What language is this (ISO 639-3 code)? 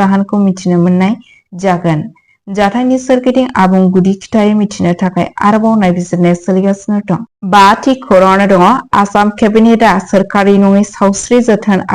brx